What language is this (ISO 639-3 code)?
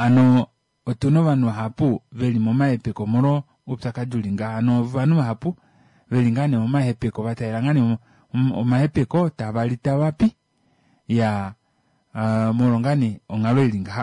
kua